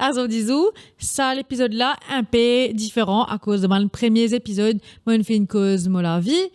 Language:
Morisyen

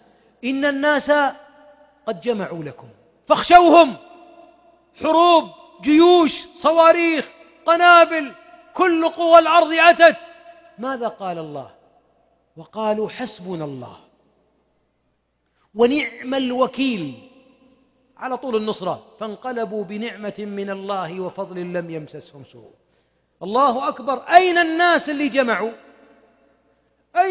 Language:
Arabic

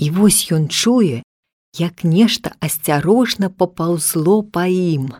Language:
Belarusian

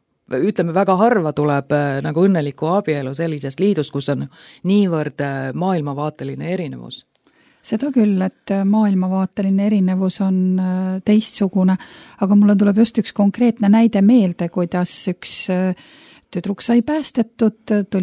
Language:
Estonian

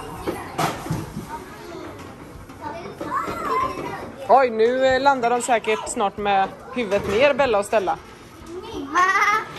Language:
Swedish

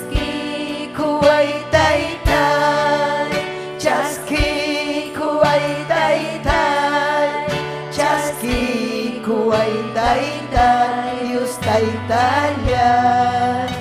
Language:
Ayacucho Quechua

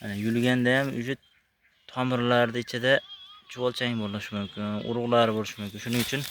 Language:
Uzbek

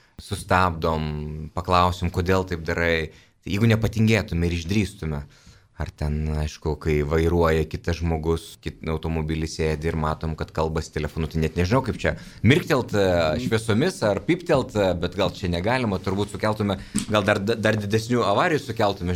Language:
Lithuanian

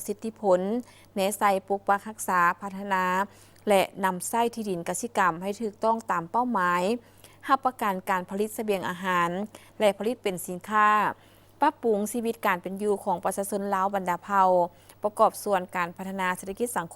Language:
Lao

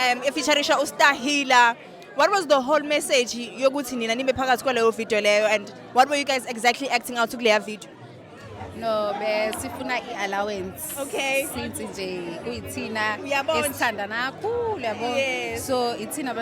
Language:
Zulu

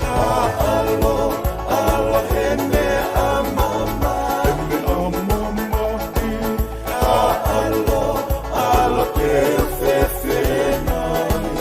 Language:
Tongan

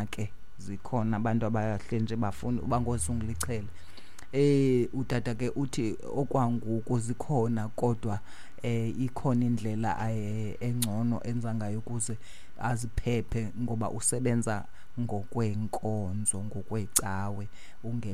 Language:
Xhosa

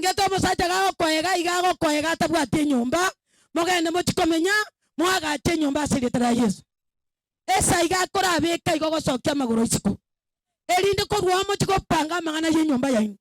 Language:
Gusii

